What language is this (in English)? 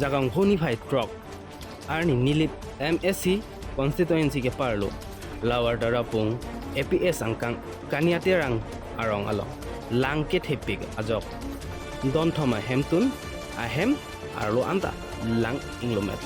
Karbi